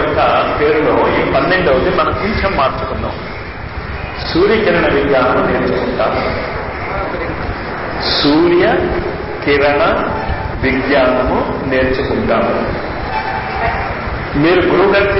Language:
Telugu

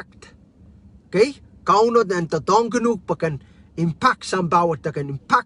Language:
Pohnpeian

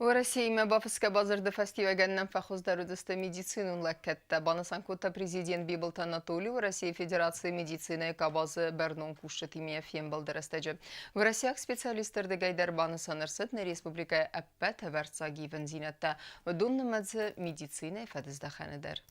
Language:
Ossetic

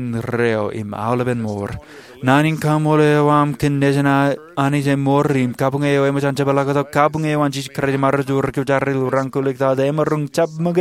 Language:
Marshallese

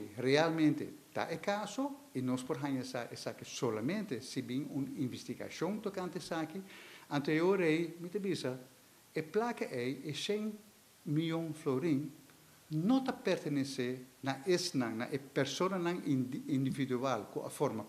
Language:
Papiamento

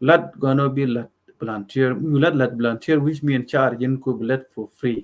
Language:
Nuer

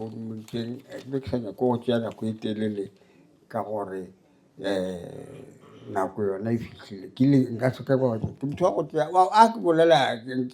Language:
Northern Sotho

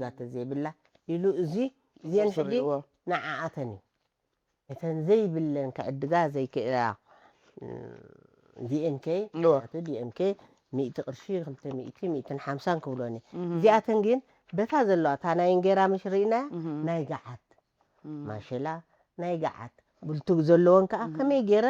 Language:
Tigrinya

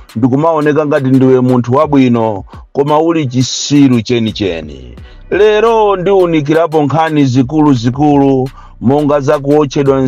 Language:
Nyanja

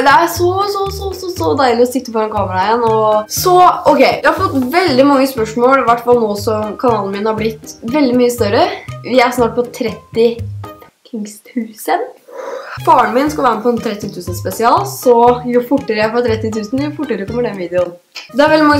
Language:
Norwegian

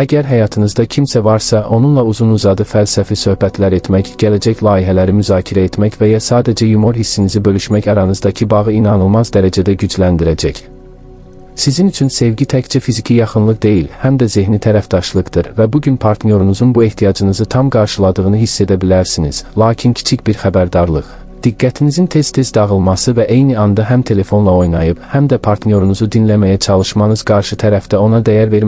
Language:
Azerbaijani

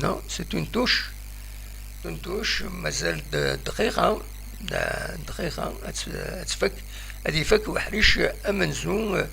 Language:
Kabyle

